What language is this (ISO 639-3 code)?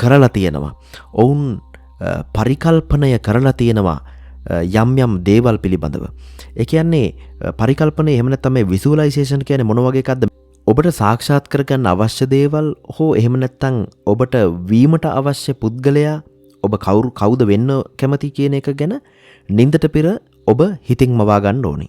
sin